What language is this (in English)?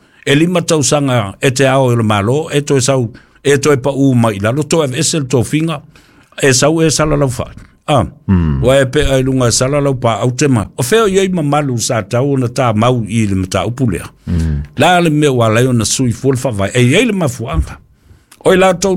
Samoan